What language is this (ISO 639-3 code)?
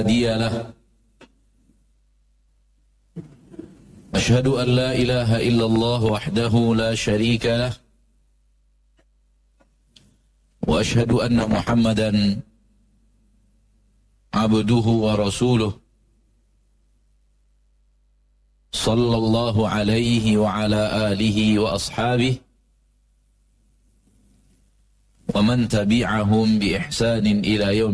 ind